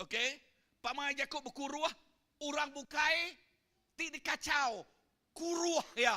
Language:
Iban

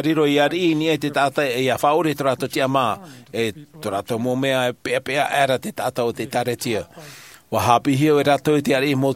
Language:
Tahitian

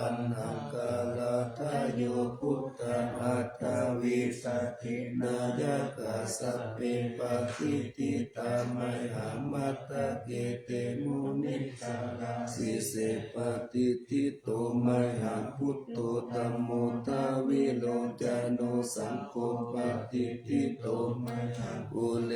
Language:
Pali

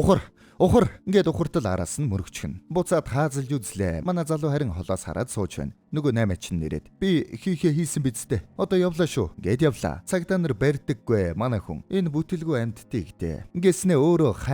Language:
Mongolian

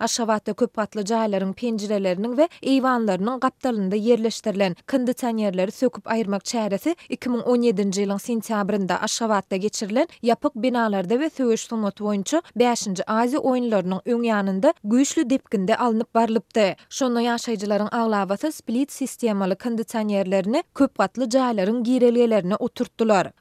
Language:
Turkmen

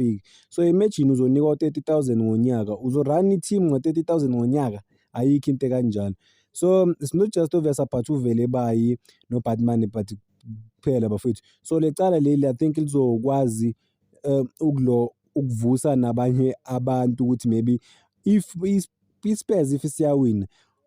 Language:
Zulu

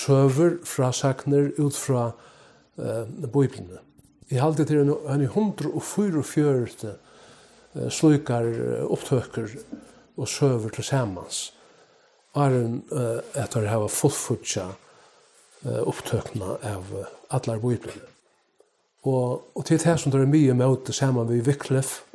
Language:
Faroese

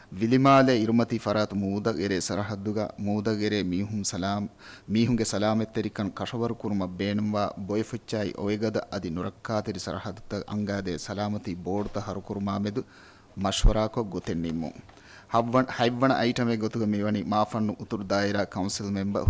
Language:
Divehi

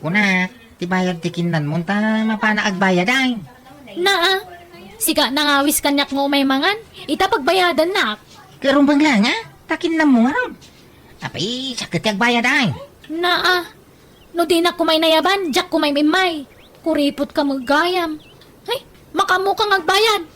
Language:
Iloko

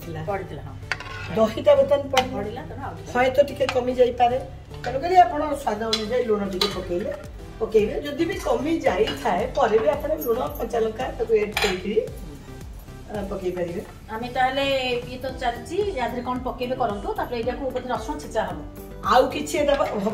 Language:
Odia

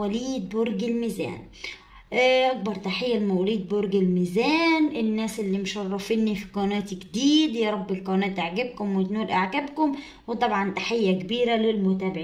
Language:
Egyptian Arabic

